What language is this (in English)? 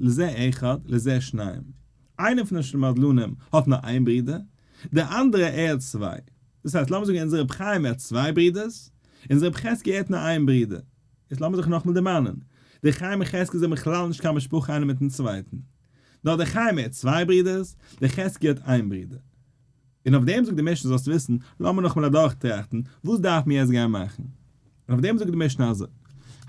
Yiddish